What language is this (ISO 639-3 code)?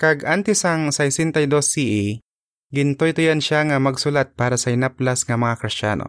hil